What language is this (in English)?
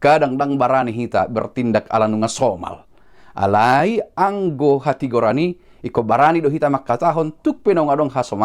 Batak Toba